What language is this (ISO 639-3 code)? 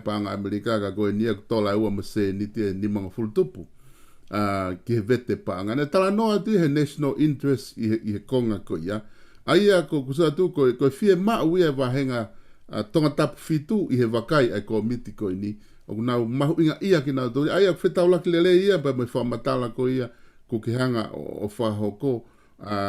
ton